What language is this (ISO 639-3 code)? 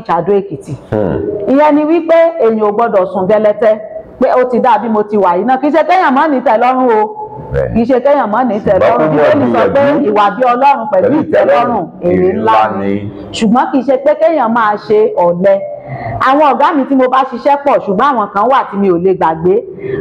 yor